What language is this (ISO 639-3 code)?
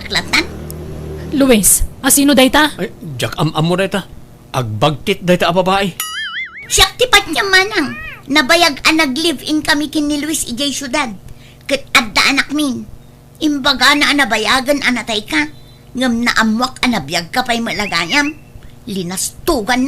ilo